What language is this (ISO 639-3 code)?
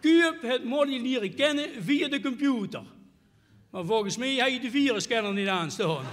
lim